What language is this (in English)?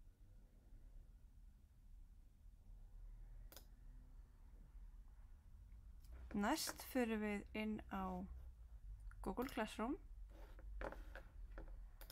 Icelandic